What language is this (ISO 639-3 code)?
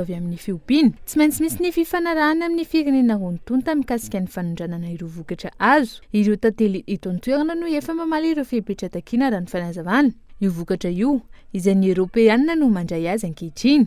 mlg